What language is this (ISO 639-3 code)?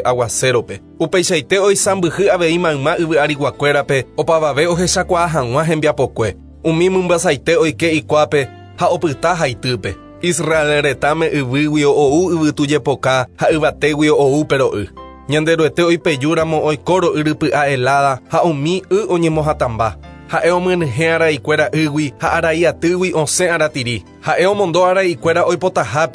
grn